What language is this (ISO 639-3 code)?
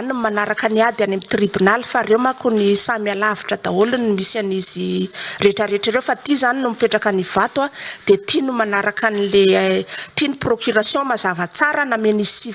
mlg